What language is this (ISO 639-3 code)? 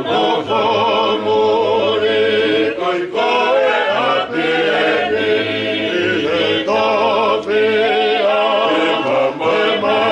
ton